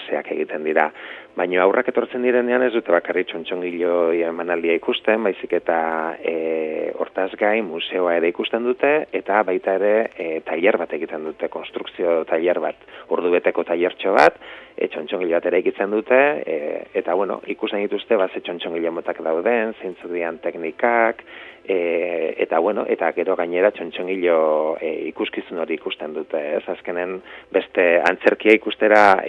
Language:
Basque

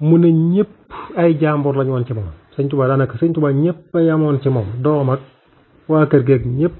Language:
Wolof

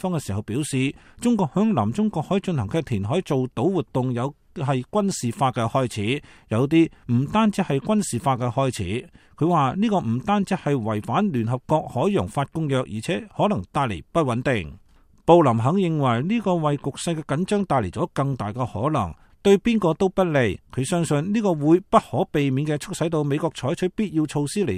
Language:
Cantonese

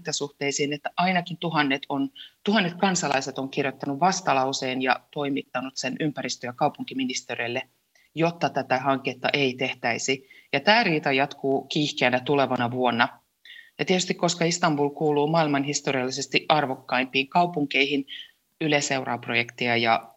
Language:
Finnish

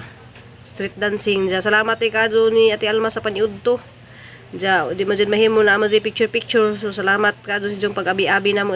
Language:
Cebuano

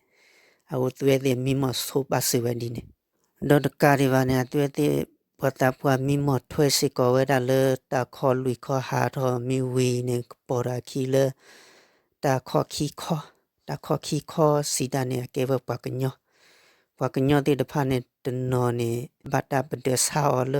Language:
S'gaw Karen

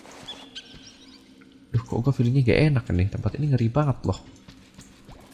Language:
Indonesian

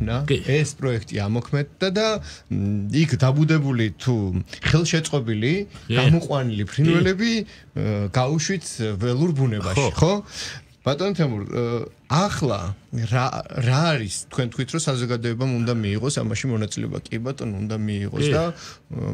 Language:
Georgian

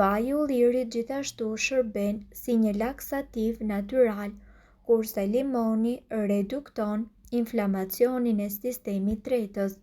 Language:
Albanian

